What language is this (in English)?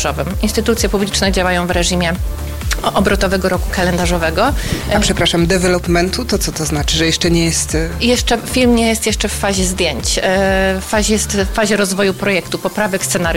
Polish